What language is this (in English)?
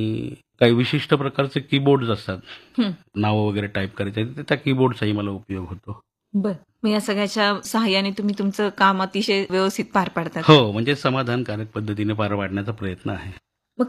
Marathi